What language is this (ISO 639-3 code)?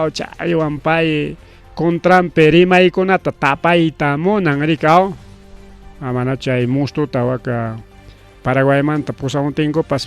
quy